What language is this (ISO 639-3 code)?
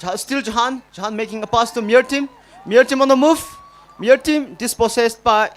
nmf